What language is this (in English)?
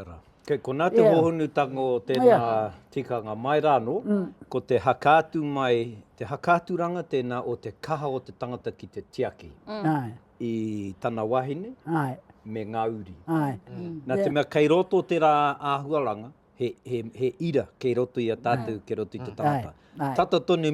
Māori